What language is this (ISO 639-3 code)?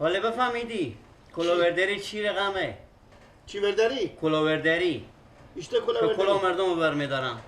fas